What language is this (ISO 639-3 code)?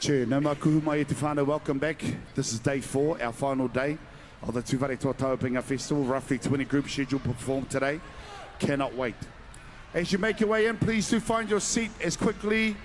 mri